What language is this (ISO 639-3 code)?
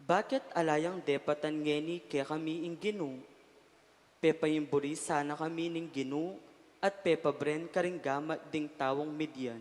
pam